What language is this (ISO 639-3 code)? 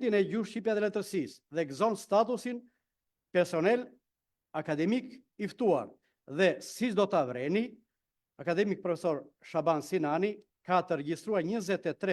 sqi